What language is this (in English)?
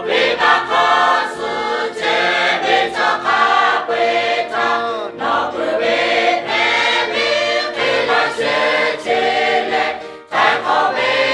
Lahu